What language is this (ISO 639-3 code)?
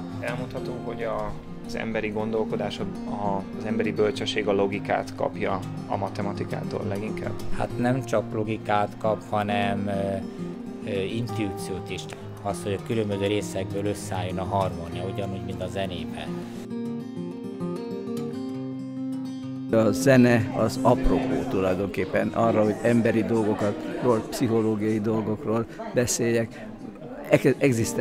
hun